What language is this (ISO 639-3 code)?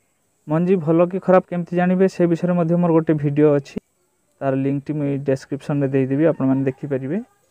ori